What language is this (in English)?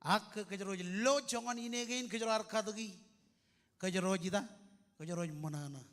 Marshallese